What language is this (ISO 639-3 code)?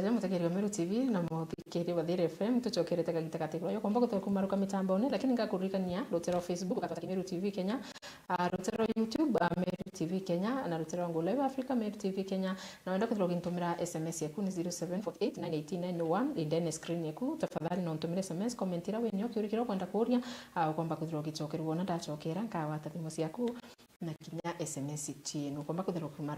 mer